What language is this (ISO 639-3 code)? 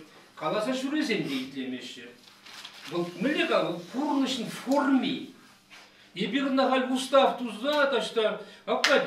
chv